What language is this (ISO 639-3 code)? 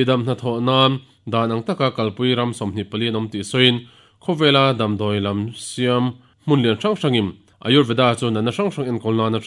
lus